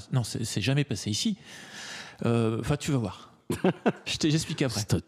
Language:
French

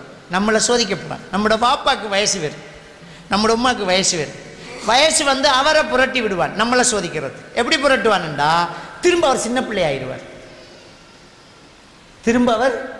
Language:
Tamil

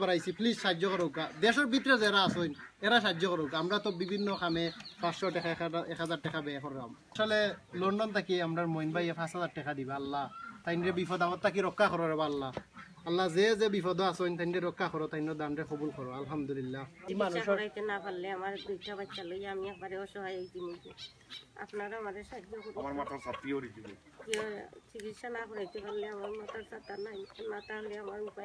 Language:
Sylheti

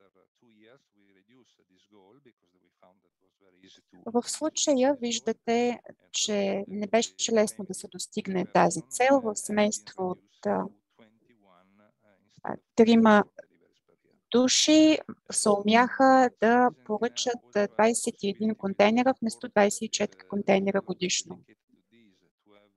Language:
Bulgarian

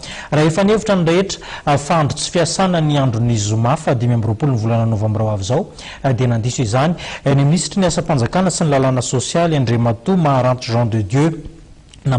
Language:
Malagasy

